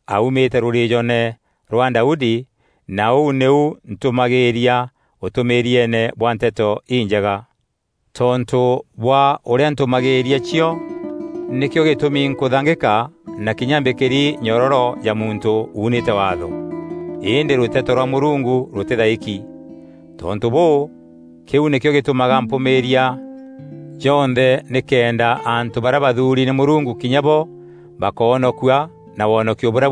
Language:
Meru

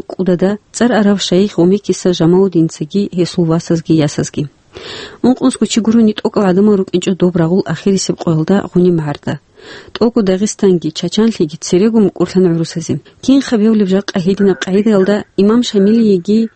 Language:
Avaric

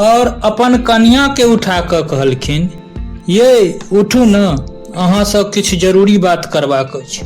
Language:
Maithili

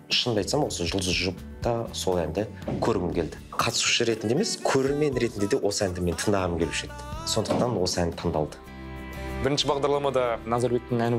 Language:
Kazakh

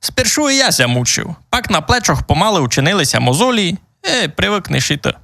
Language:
Rusyn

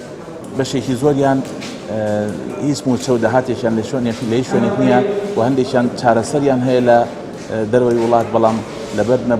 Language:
Central Kurdish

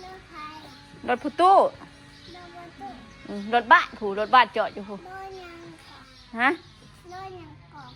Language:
Northeastern Thai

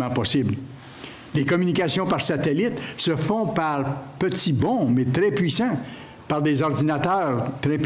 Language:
French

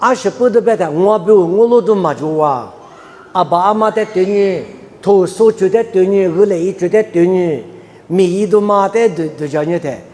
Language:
Lisu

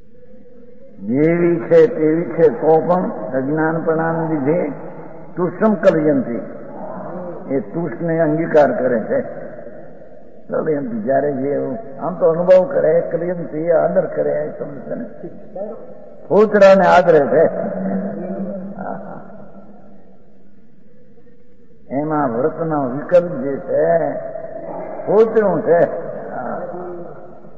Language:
Gujarati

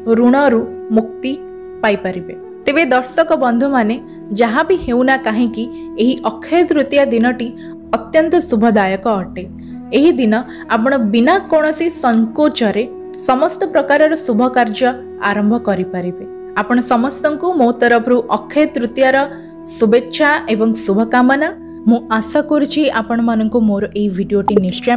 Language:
Odia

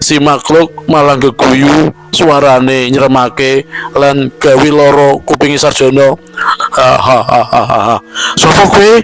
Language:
Javanese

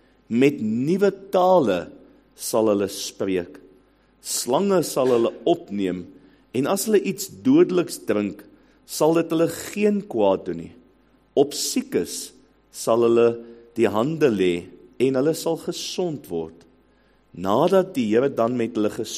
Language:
Afrikaans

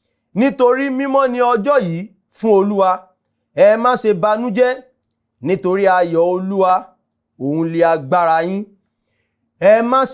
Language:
Yoruba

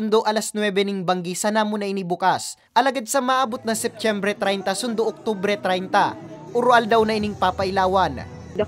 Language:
Bikol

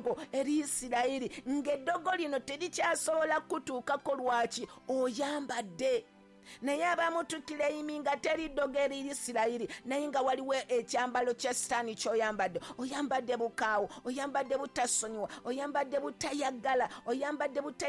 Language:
Ganda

